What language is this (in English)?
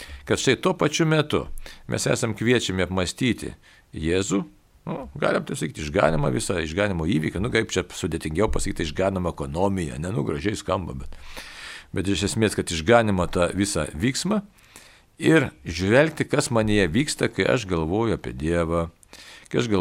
Lithuanian